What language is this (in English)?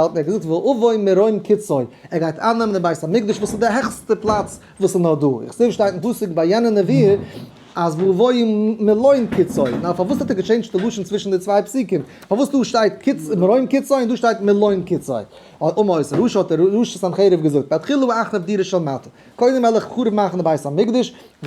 Yiddish